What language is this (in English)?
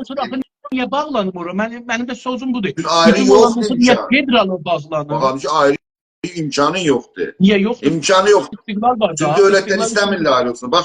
South Azerbaijani